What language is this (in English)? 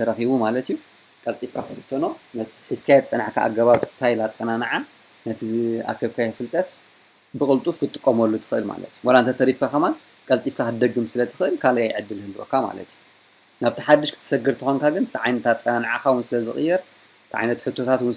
Tigrinya